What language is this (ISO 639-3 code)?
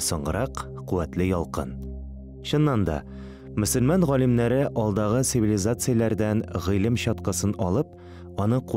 tat